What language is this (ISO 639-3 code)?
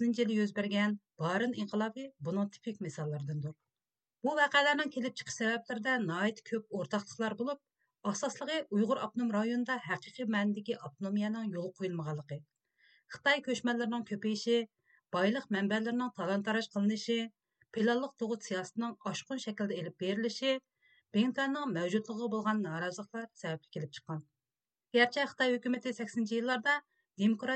uig